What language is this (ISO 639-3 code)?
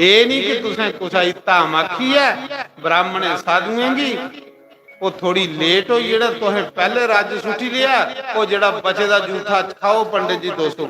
doi